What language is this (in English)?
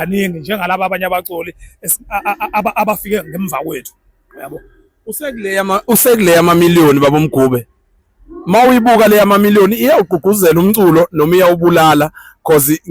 Zulu